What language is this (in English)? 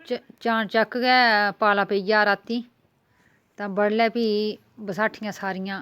Dogri